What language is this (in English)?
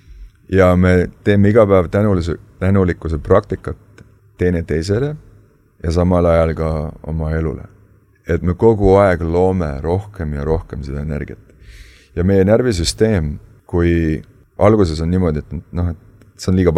Estonian